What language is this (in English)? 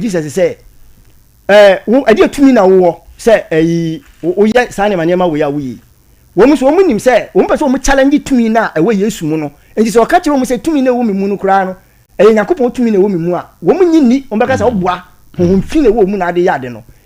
Akan